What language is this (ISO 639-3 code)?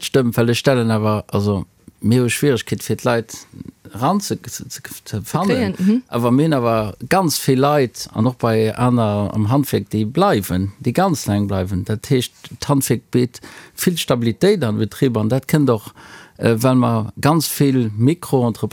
ltz